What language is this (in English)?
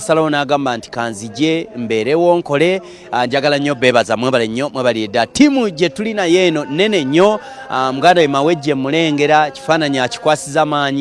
Ganda